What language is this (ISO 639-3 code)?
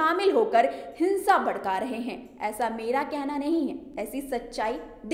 hin